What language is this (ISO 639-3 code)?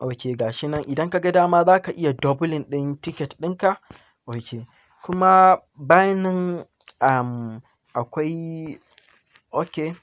hau